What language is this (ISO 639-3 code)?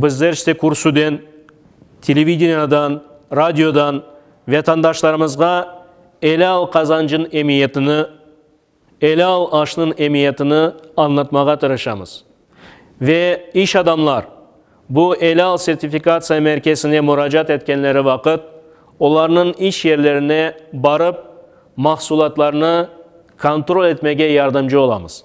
crh